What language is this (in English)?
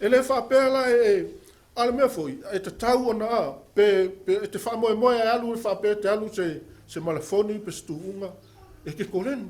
Samoan